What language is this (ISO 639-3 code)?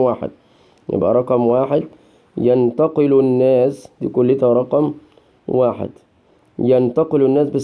arz